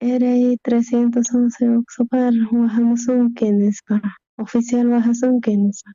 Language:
South Bolivian Quechua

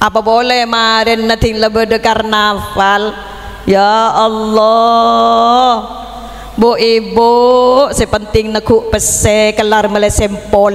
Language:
Madurese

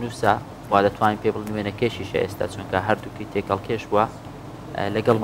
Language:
Central Kurdish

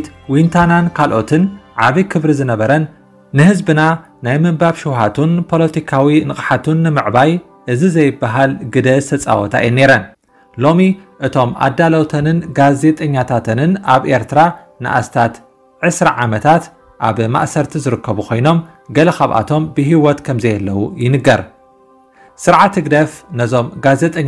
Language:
Tigrinya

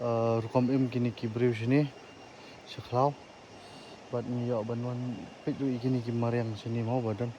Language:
Khasi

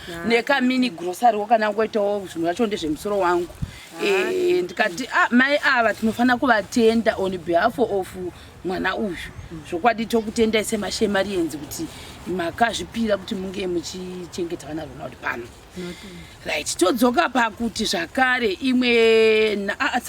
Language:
Shona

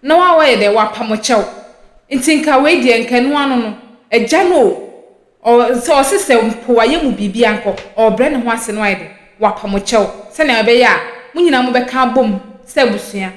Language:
Akan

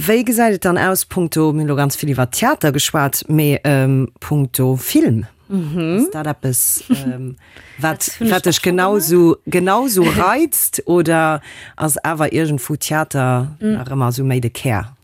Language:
Luxembourgish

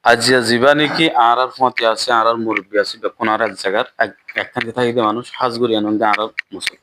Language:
Rohingya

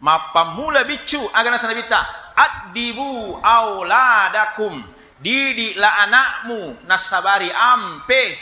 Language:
Buginese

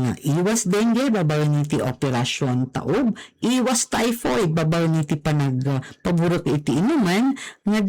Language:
Iloko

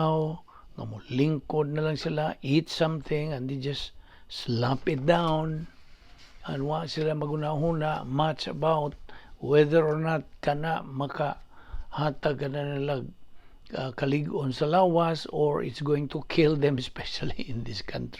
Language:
Cebuano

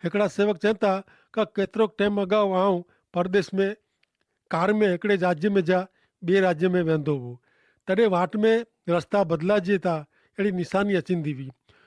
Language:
Kachhi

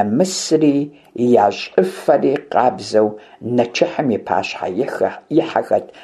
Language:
Kabardian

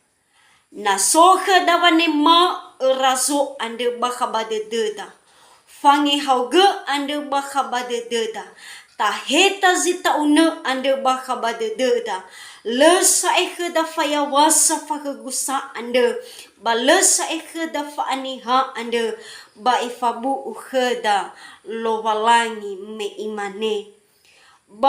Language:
Nias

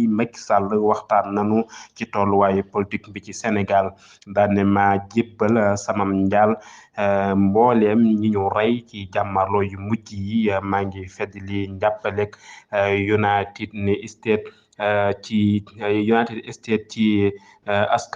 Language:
Wolof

